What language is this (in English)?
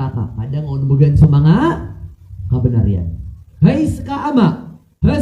Maranao